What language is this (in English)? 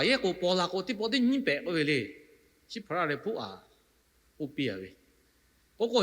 Lahu